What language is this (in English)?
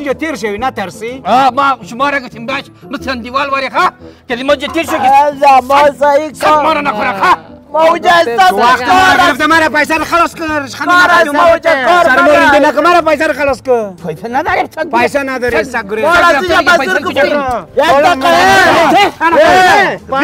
Persian